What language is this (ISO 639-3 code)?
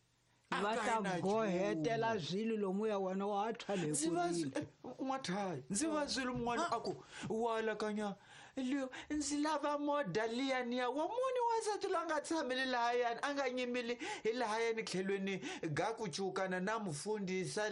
tso